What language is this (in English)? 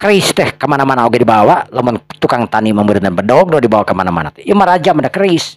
Sundanese